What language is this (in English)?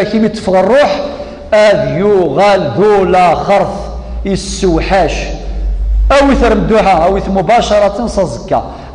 Kabyle